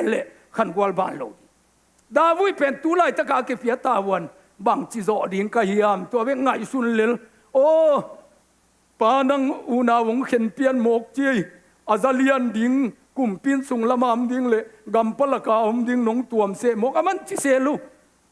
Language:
Tedim Chin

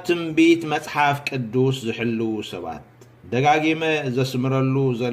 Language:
Tigrinya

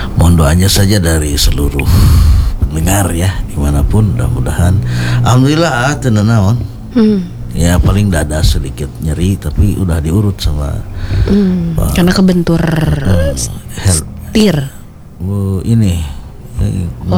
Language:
Indonesian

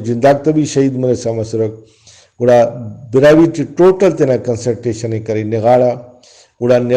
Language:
Brahui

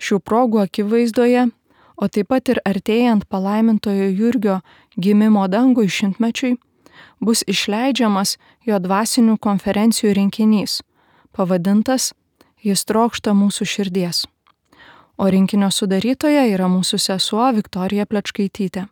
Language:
Lithuanian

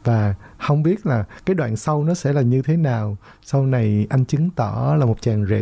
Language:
Vietnamese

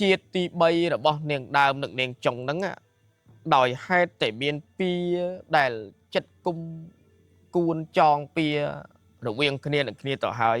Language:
Khmer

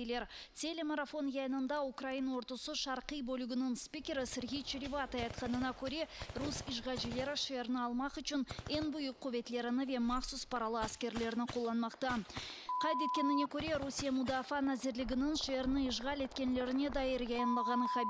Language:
Crimean Tatar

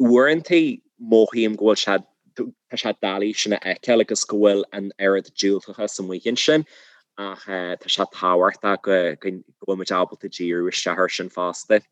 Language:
Irish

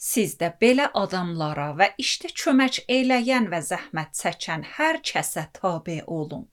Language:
Azerbaijani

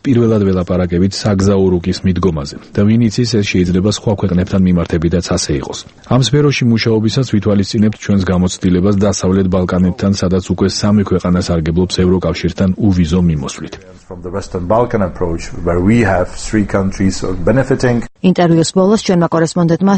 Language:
Georgian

